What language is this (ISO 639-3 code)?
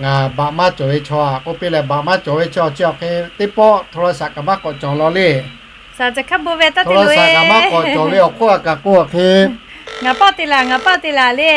lhu